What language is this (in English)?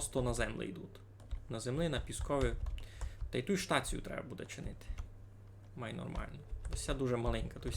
Rusyn